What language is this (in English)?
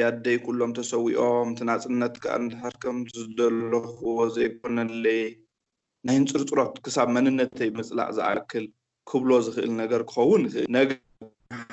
Tigrinya